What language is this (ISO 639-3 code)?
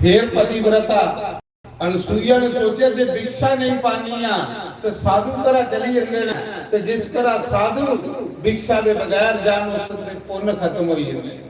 doi